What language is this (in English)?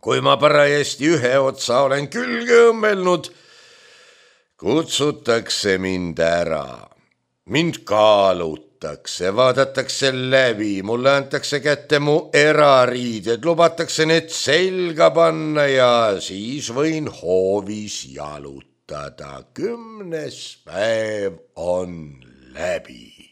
Estonian